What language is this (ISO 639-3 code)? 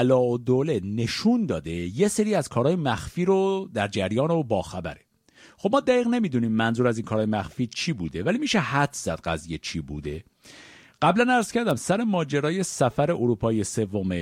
fas